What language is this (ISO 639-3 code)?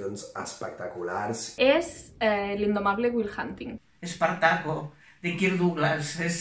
cat